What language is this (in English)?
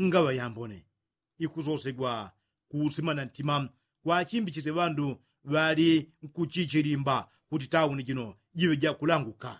Yao